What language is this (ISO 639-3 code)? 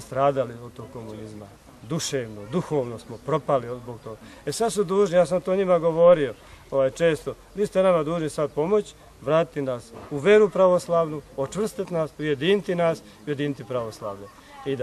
bos